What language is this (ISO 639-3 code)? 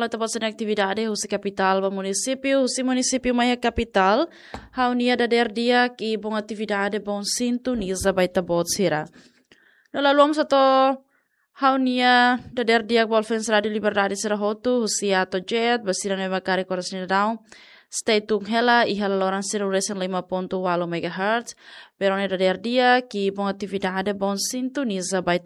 tet